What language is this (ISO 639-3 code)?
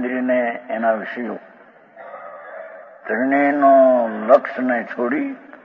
guj